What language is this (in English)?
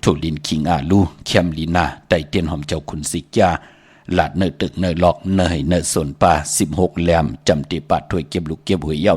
Shan